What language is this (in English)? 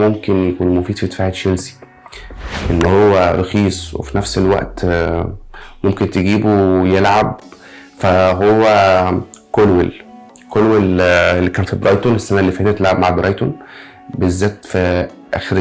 Egyptian Arabic